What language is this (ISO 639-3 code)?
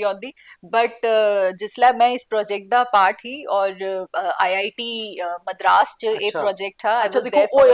doi